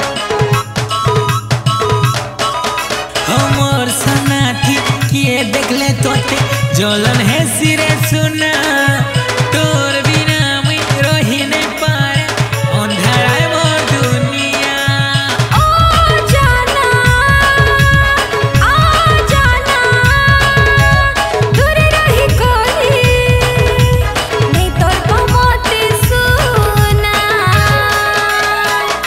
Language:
Sambalpuri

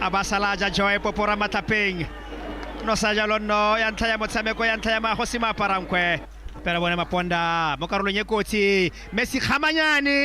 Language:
Tswana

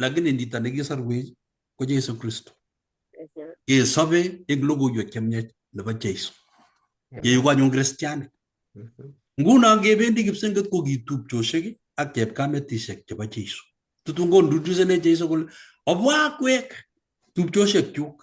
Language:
Kalenjin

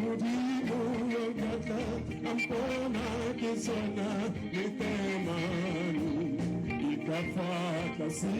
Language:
Tswana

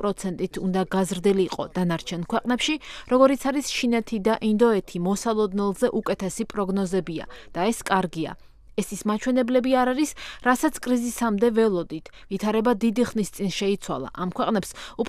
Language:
Georgian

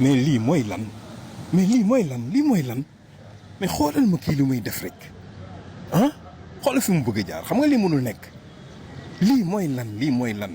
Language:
Wolof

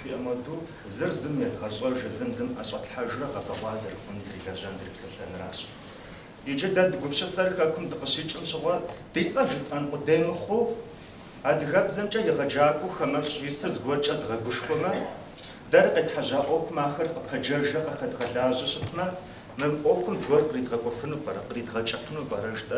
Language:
Kabardian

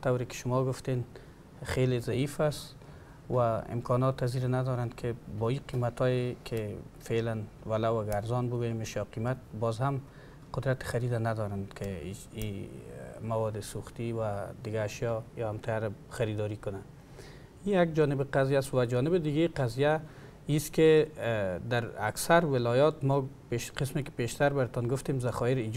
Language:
Persian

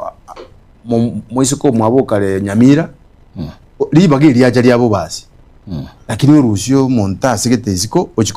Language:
Gusii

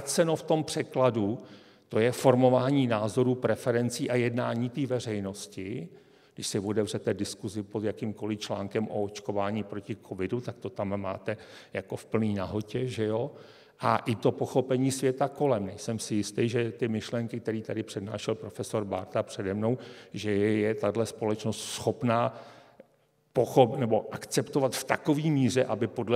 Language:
Czech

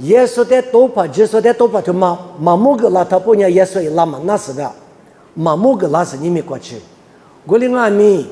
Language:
Lisu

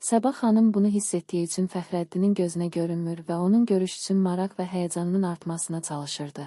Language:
Azerbaijani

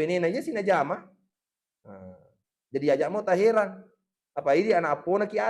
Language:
Buginese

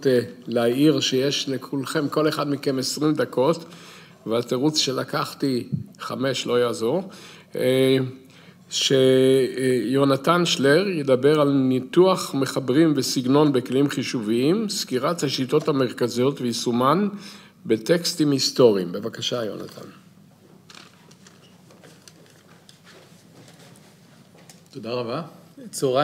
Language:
Hebrew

